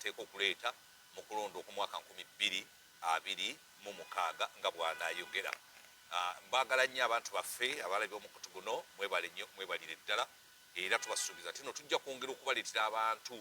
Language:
Ganda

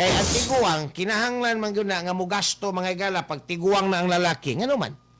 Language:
Cebuano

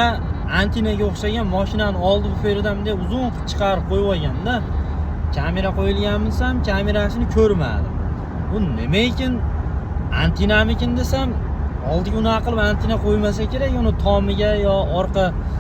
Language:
Uzbek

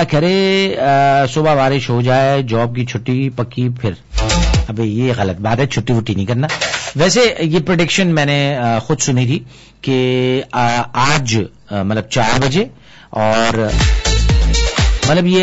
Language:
Urdu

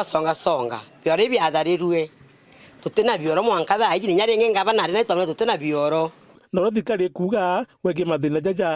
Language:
Meru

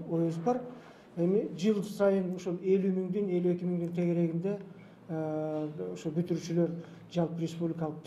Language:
Kyrgyz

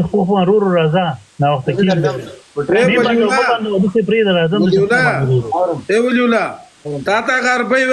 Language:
Pashto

